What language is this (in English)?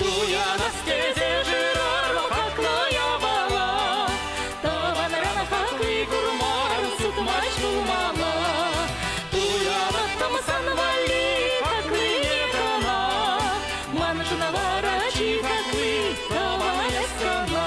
Chuvash